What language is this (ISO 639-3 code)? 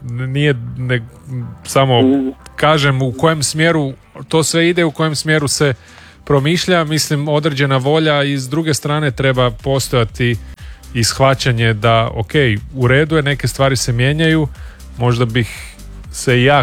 hrv